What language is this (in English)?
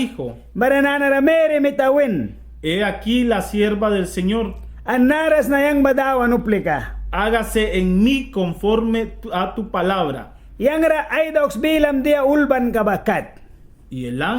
Mískito